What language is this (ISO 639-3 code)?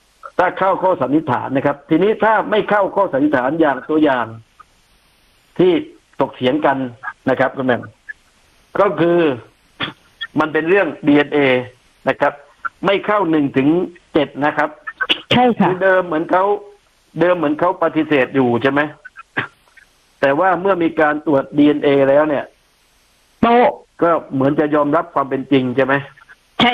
tha